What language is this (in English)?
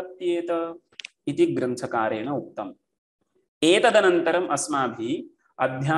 Sanskrit